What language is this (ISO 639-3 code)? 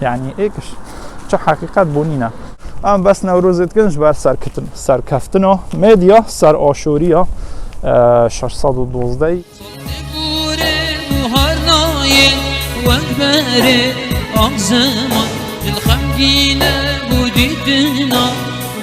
kur